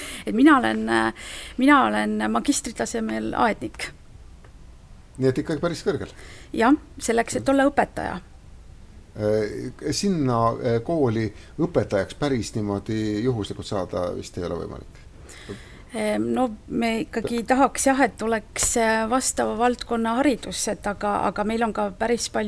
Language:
Estonian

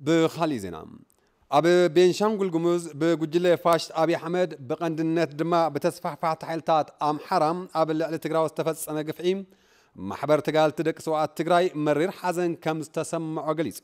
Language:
Tigrinya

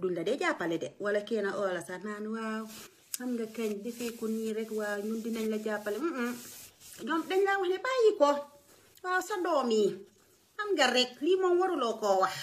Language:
Wolof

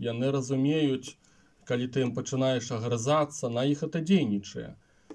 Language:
Belarusian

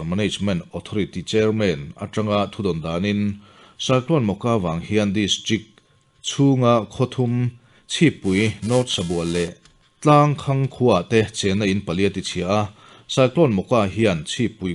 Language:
Mizo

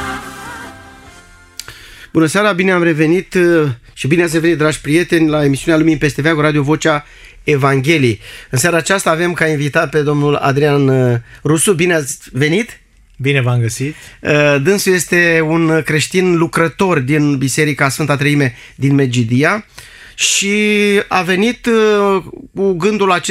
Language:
Romanian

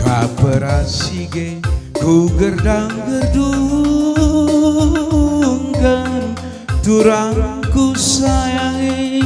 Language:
Batak Karo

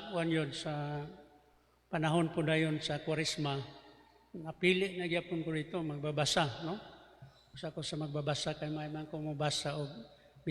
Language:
Cebuano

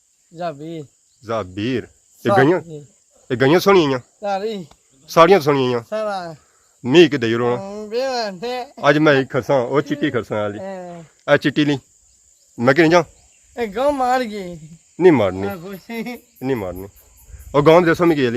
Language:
Pahari-Potwari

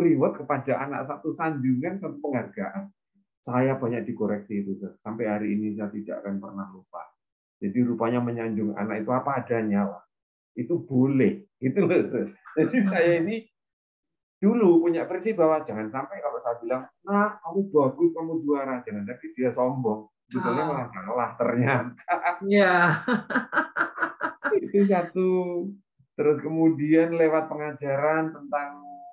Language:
Indonesian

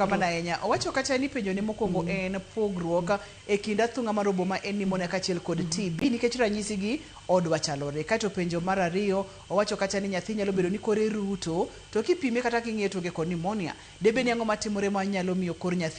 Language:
Luo (Kenya and Tanzania)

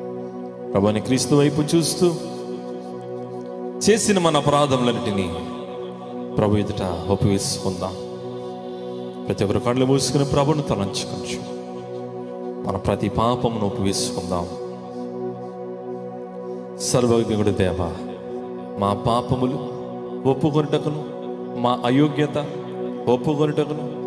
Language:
Telugu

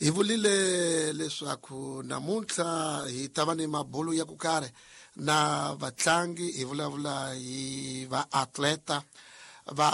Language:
Tsonga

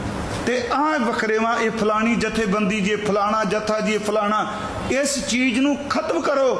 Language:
Punjabi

